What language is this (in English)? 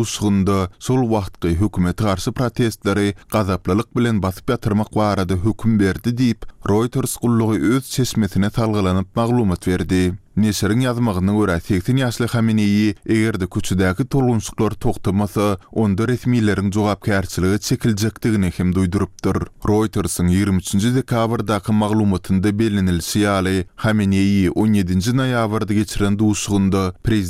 Turkmen